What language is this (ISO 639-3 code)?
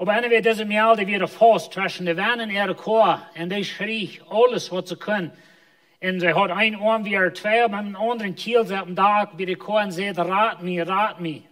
pdt